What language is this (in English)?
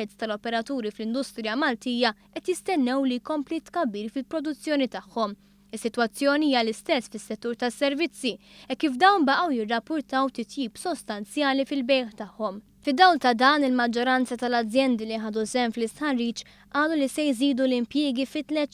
Maltese